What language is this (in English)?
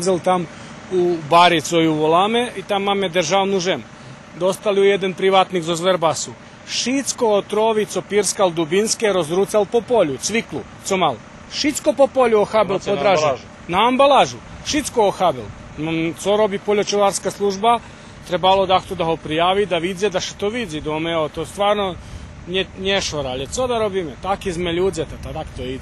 Rusyn